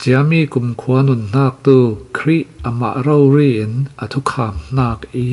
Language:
Falam Chin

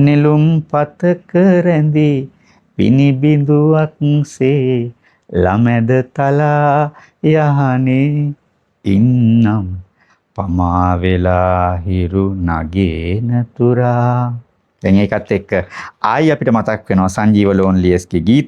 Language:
Sinhala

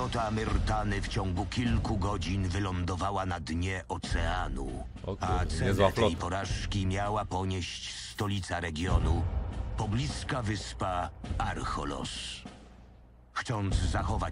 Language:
Polish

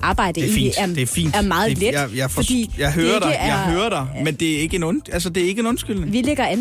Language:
Danish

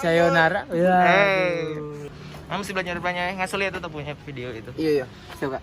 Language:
Manado Malay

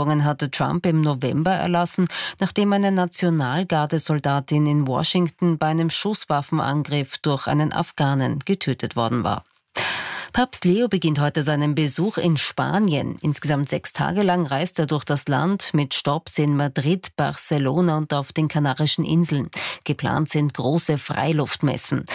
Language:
German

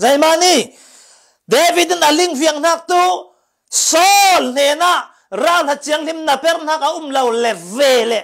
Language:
Falam Chin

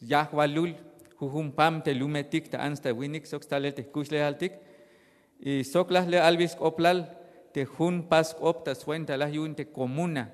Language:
Tzeltal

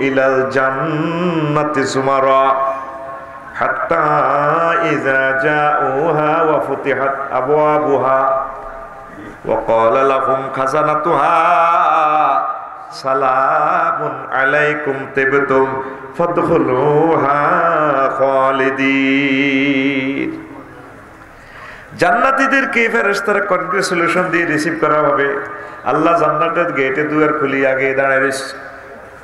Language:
Bangla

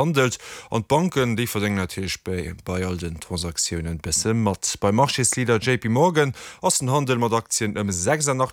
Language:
Luxembourgish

